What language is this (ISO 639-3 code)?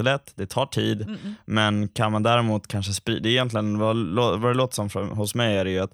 swe